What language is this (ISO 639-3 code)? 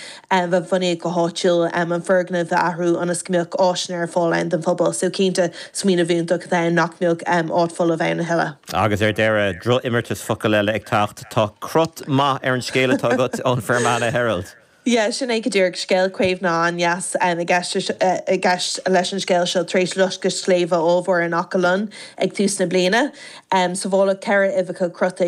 gle